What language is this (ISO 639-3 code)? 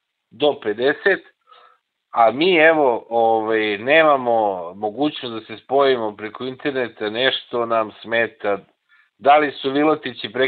srp